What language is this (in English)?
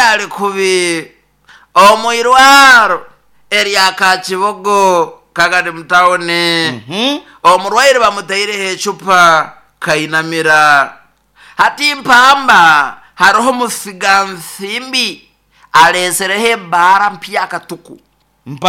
Nyoro